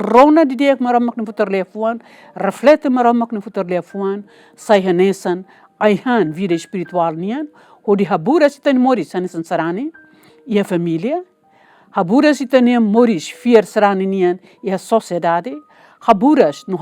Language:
Tetum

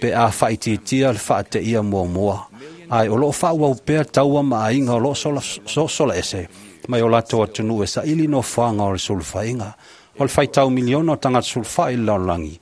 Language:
Samoan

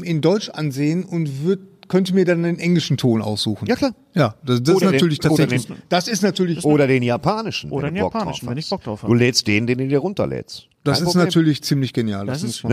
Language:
German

